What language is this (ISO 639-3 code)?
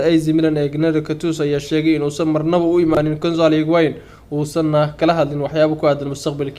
som